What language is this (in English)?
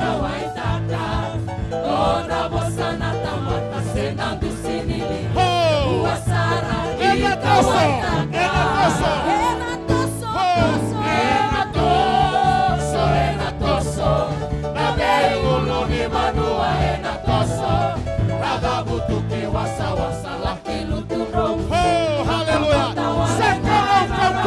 Fijian